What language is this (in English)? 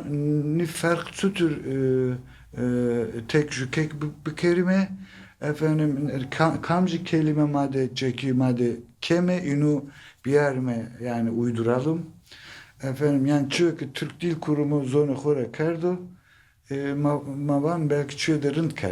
Zaza